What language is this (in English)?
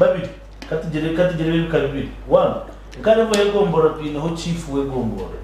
Nyankole